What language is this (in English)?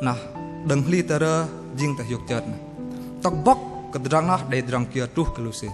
Bahnar